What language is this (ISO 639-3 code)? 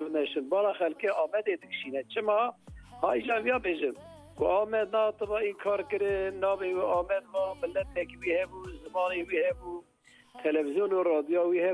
kur